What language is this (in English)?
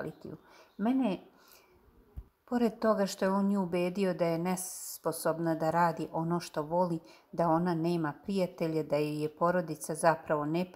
Serbian